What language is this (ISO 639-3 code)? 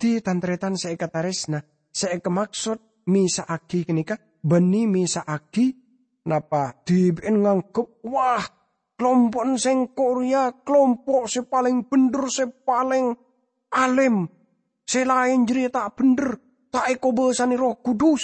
mad